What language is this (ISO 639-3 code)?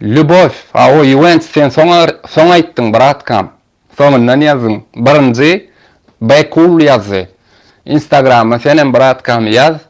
tuk